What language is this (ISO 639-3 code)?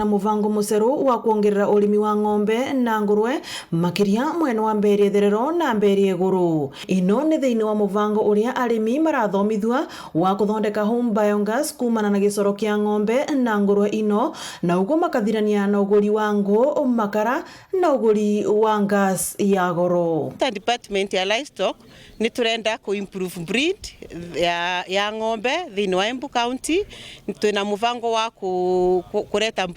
mer